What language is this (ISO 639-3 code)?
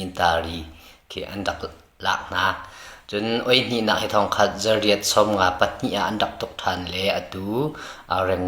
cnh